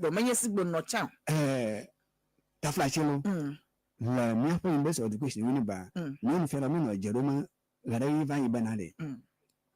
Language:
Ewe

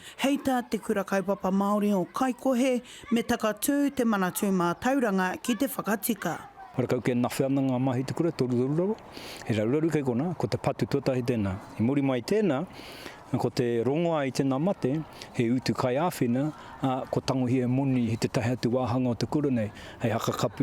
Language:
Māori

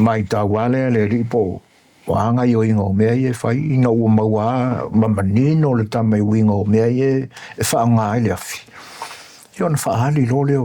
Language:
Samoan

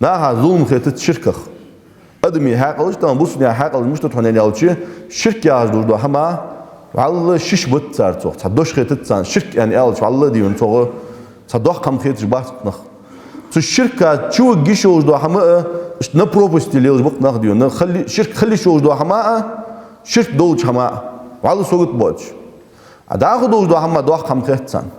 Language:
Ingush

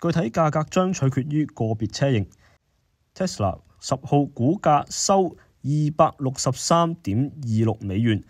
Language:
Cantonese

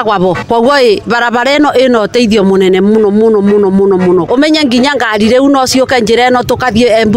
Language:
Kikuyu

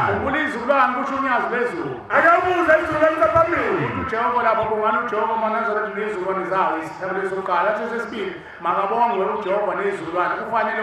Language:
Zulu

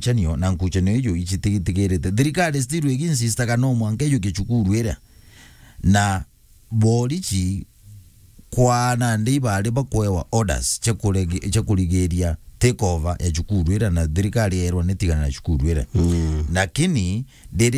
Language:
Meru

